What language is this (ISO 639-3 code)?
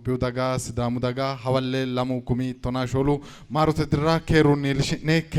sid